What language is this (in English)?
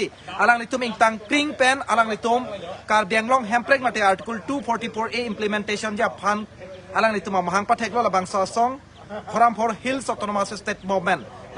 Karbi